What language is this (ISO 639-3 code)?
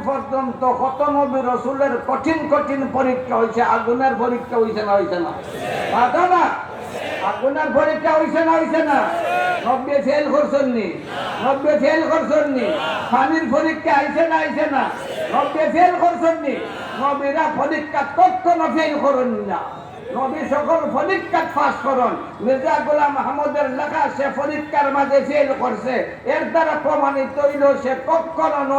syl